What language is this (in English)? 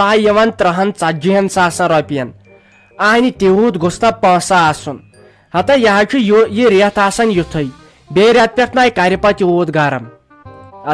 Kashmiri